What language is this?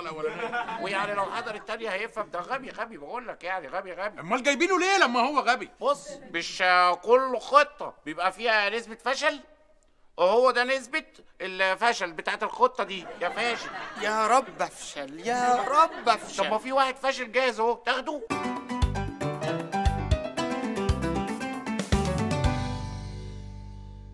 Egyptian Arabic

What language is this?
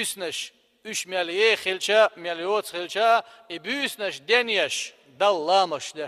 Chechen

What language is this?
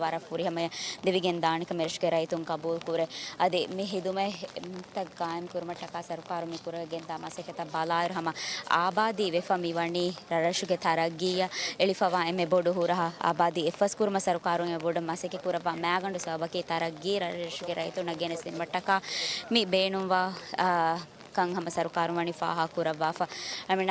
Divehi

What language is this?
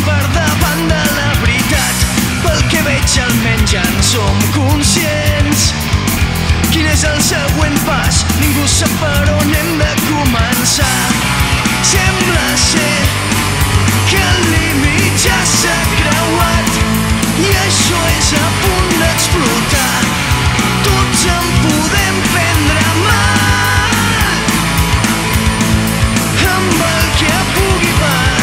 Catalan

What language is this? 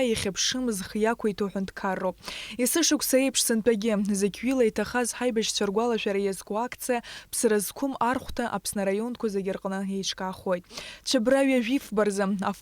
Abkhazian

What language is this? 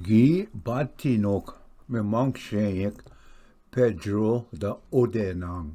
Ojibwa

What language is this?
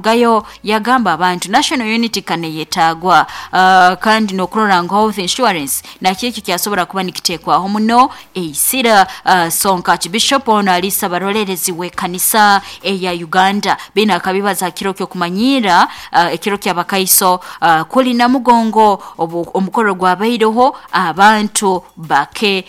Nyoro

